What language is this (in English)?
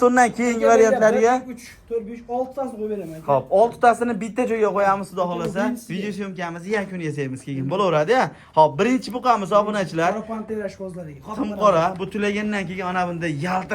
Uzbek